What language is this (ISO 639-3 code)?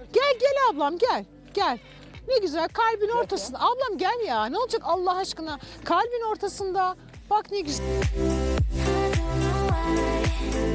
tur